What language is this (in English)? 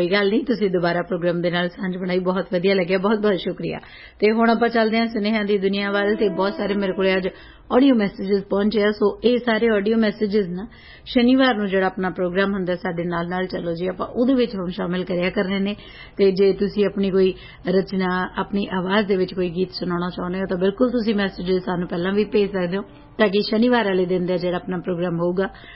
Punjabi